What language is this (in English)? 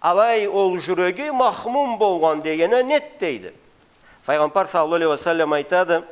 Karachay-Balkar